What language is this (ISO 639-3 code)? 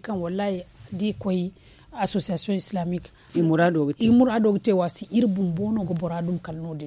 dje